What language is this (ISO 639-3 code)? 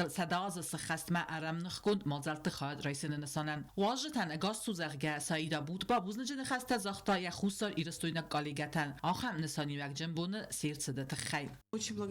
oss